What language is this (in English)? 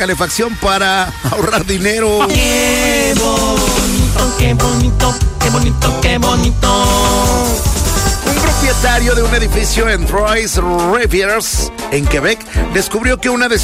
Spanish